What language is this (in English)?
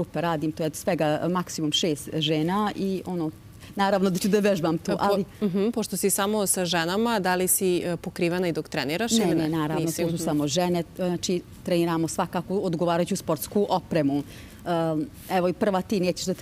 Serbian